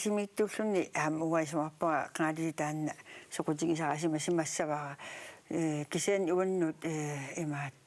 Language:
Kalaallisut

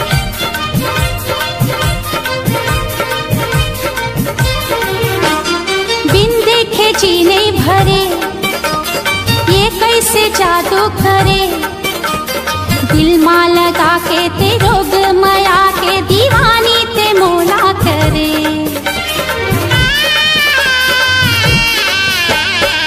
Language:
Chhattisgarhi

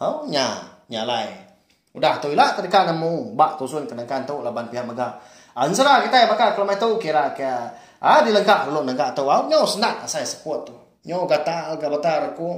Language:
Iban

